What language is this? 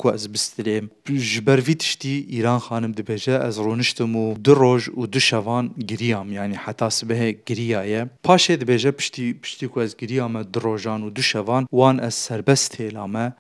Kurdish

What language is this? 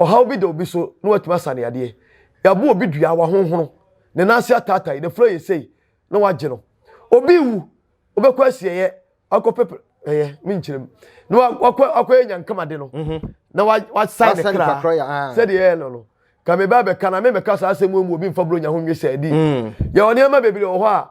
Akan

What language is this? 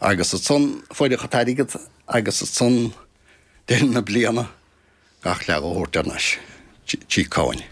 Irish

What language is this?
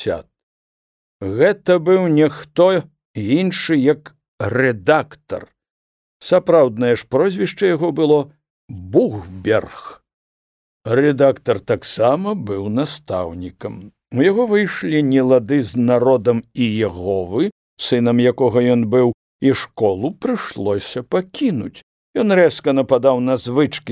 Belarusian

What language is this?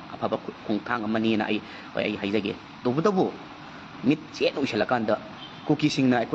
Manipuri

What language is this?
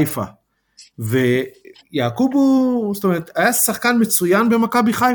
Hebrew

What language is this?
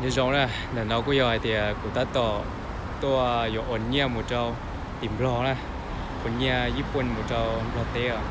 Hmong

